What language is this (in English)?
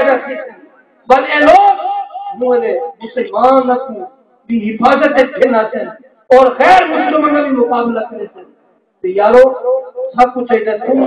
Saraiki